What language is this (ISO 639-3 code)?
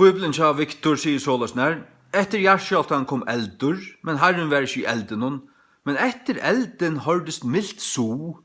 fao